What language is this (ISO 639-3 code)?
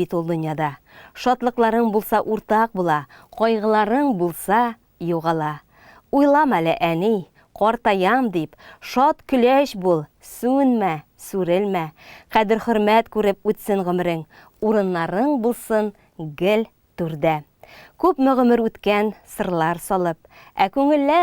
tat